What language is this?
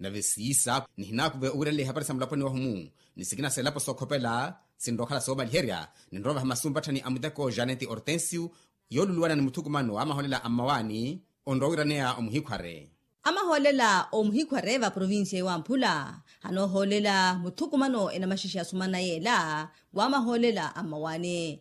Makhuwa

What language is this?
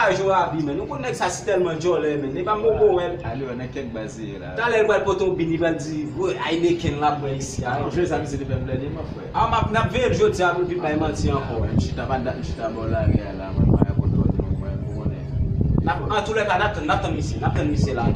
Haitian Creole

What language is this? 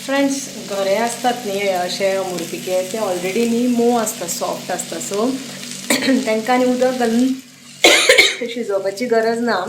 Konkani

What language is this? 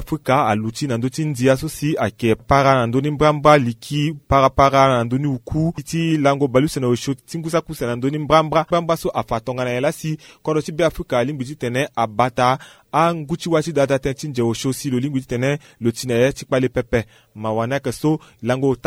Sango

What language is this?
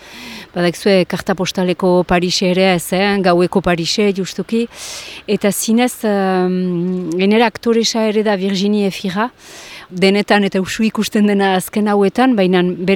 Basque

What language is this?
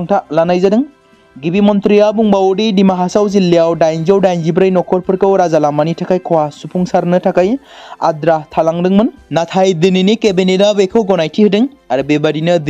Bodo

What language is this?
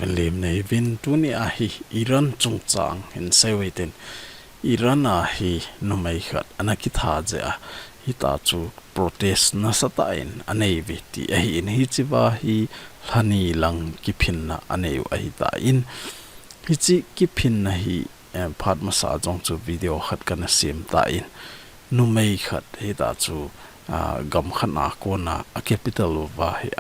Thado Chin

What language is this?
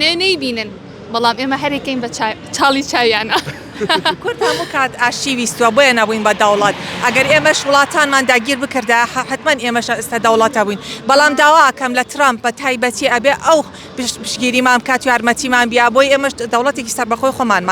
Central Kurdish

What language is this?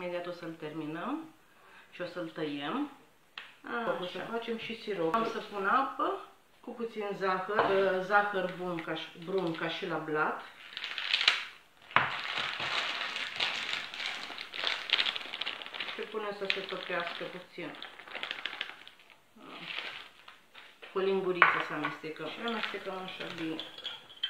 Romanian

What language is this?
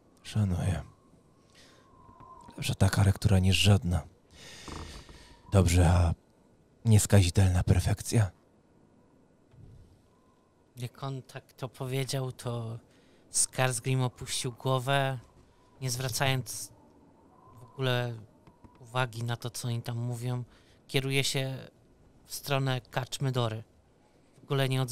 Polish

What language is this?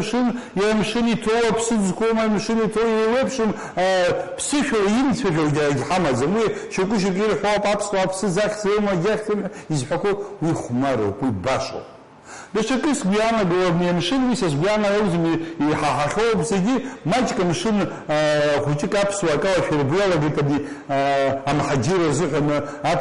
Abkhazian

